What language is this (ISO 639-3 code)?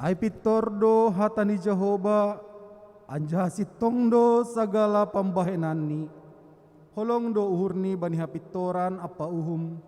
bts